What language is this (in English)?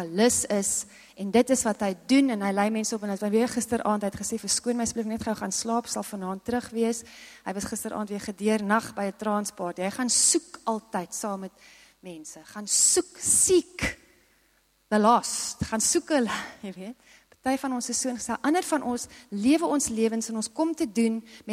Afrikaans